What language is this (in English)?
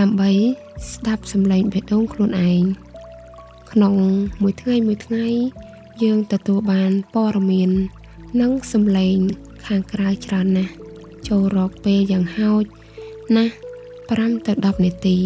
Khmer